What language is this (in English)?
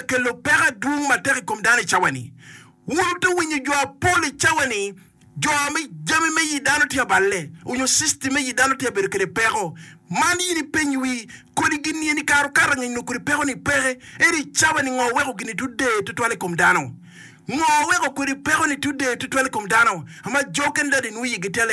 Acoli